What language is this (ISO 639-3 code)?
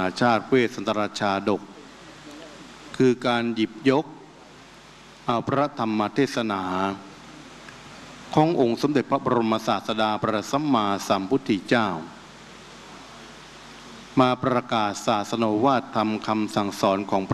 tha